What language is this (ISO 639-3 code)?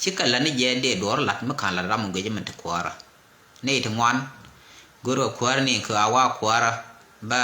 nus